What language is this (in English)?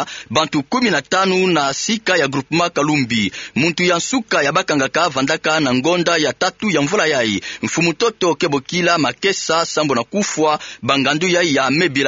Kituba (Democratic Republic of Congo)